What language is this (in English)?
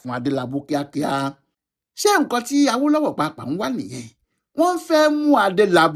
Yoruba